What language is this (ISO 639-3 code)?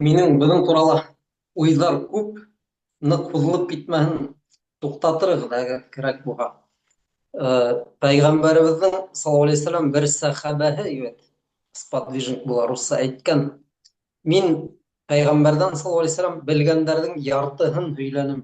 bak